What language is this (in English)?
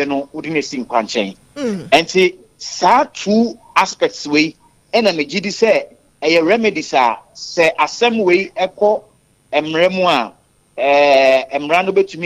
Akan